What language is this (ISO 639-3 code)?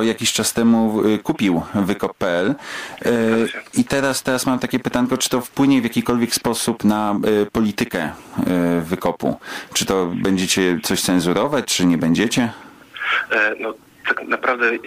pol